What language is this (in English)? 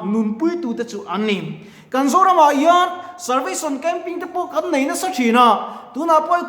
Mizo